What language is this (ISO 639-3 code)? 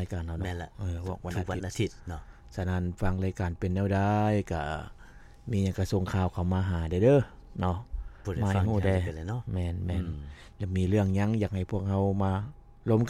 lao